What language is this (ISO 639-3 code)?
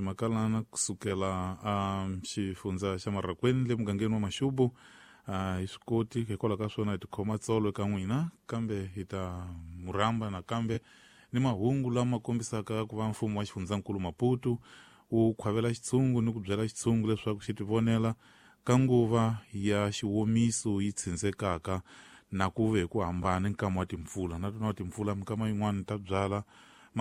tso